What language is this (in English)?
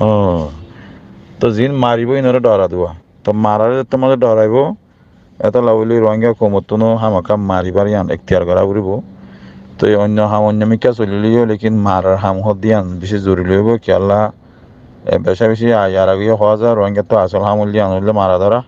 Rohingya